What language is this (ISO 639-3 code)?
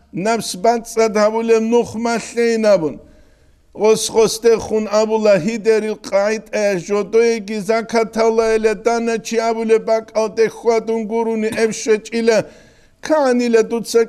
ava